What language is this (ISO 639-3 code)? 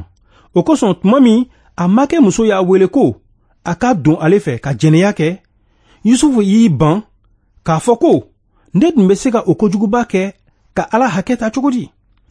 bam